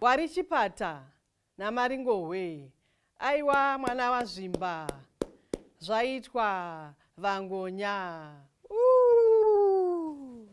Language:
Shona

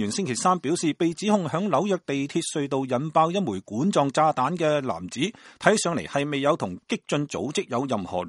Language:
Cantonese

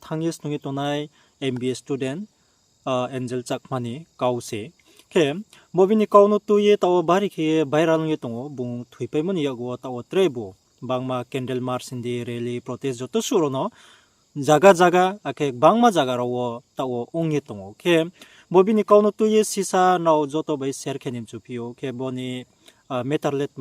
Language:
Riang (India)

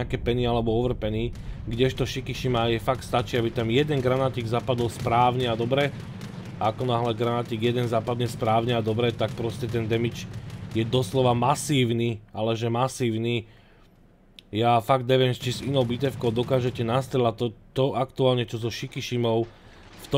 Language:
Slovak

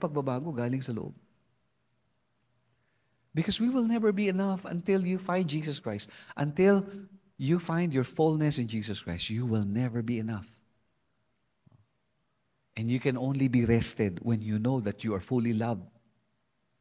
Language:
Filipino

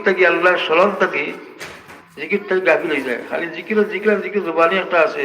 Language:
Sylheti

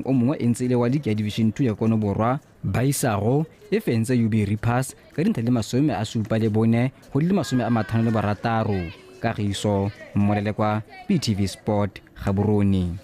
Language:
Tswana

